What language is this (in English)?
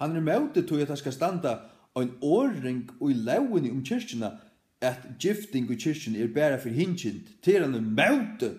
Faroese